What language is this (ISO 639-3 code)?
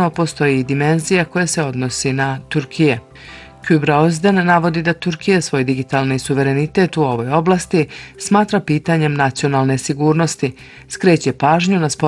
bos